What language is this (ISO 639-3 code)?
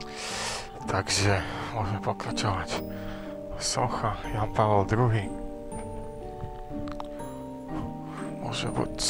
slk